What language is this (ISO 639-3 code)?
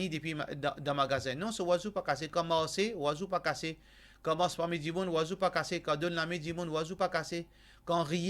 mfe